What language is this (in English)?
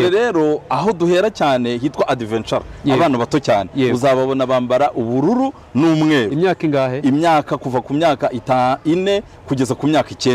Kinyarwanda